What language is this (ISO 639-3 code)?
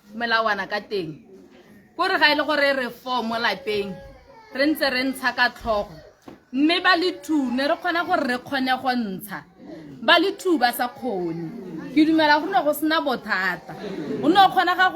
tsn